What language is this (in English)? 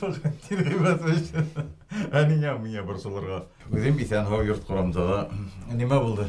Bashkir